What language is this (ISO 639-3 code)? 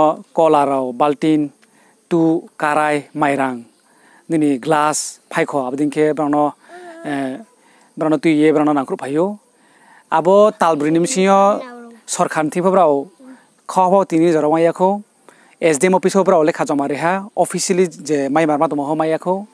ria